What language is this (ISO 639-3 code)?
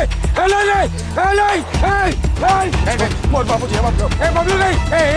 hne